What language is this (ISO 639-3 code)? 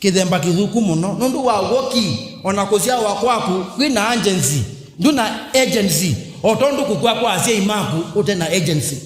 kam